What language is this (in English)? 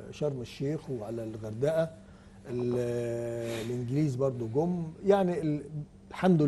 Egyptian Arabic